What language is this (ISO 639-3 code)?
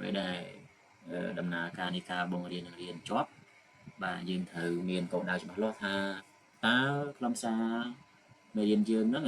khm